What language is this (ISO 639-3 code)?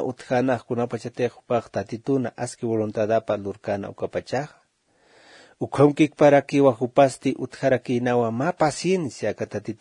aym